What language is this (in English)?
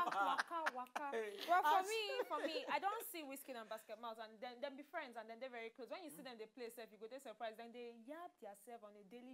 Nigerian Pidgin